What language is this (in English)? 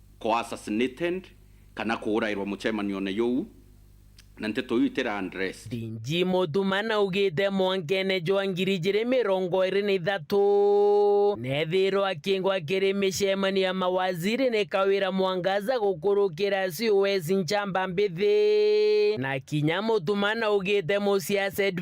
Meru